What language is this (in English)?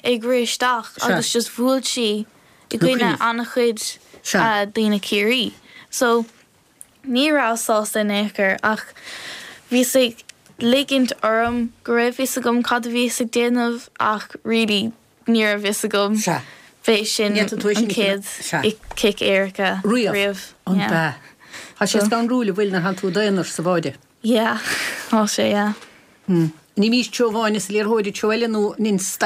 Irish